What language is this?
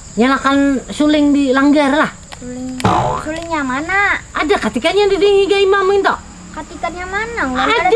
Banjar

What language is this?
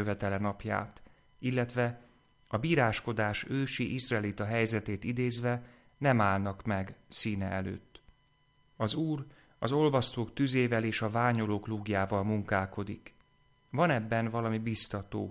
Hungarian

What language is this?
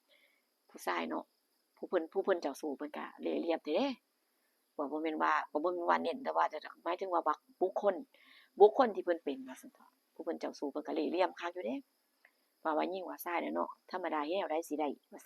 Northeastern Thai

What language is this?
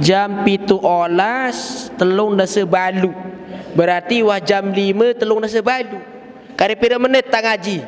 Sasak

